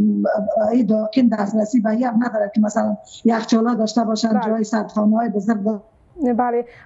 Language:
Persian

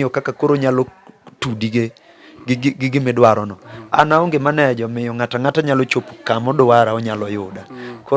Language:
Luo (Kenya and Tanzania)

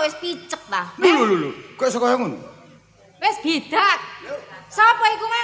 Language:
Javanese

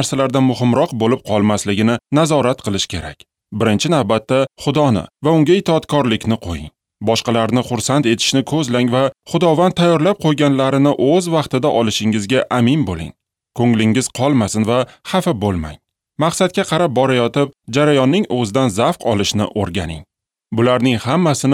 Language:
Uzbek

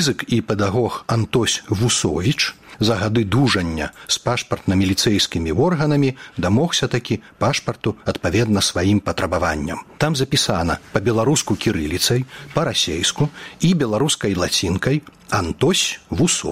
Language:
Belarusian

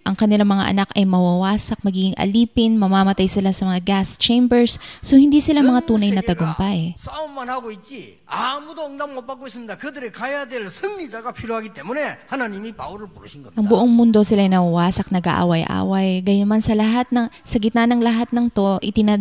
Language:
Filipino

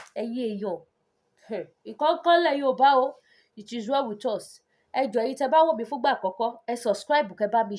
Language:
Yoruba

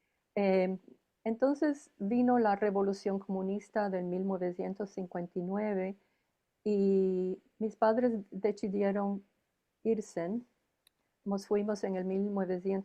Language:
Ladino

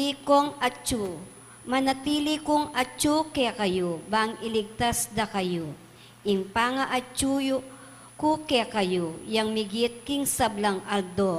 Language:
Pampanga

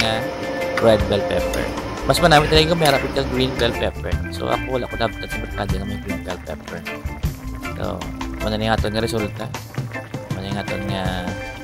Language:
Hiligaynon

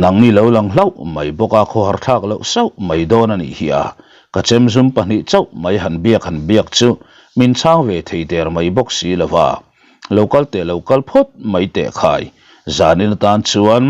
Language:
Mizo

